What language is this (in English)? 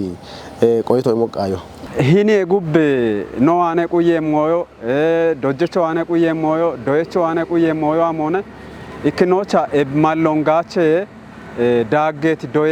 Kafa